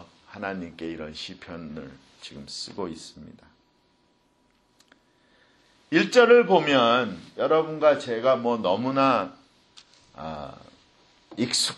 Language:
Korean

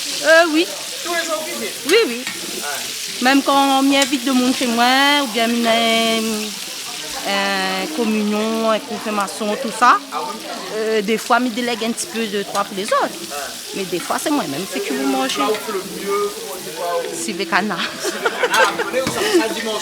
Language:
Réunion Creole French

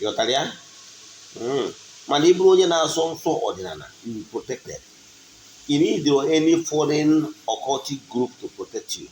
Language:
Igbo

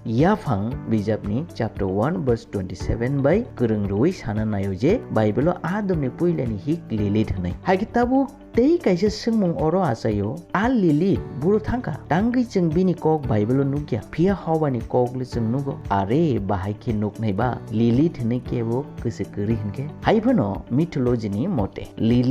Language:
Kok Borok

